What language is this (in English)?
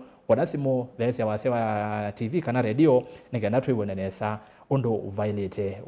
Kamba